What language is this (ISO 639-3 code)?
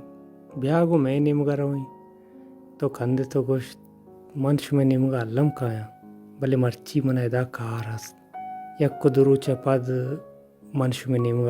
bal